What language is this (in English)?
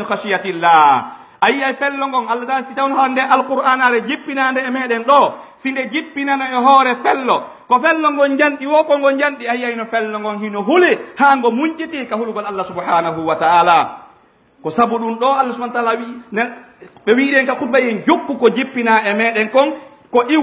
Pular